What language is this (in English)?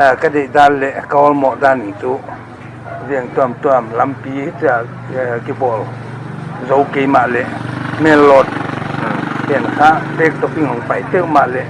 Paite Chin